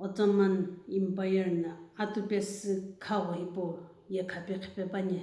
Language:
Sumi Naga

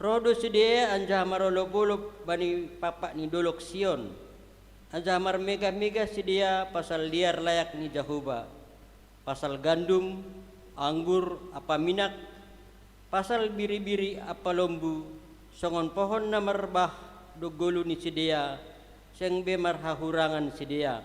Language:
Batak Simalungun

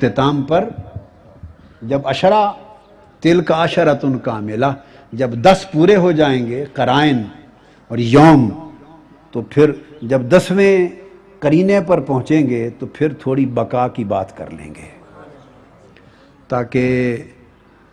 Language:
Urdu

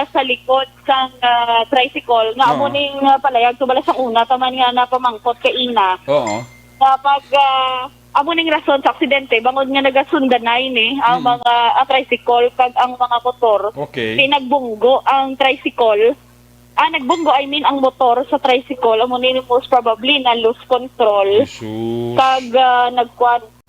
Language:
Hiligaynon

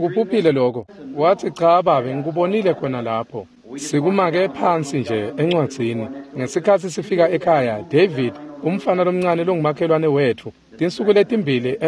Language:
Swati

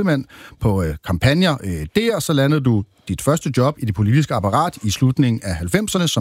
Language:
Danish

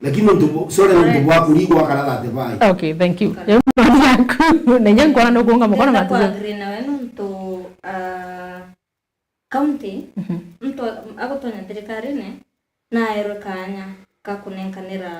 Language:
Meru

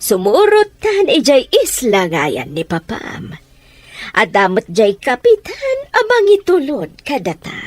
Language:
Iloko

